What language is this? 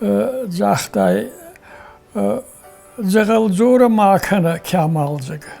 Ossetic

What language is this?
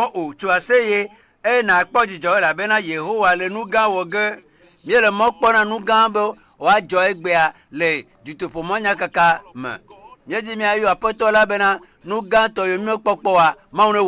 Ewe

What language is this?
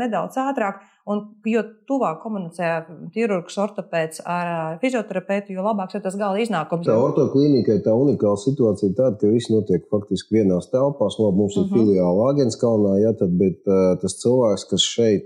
Latvian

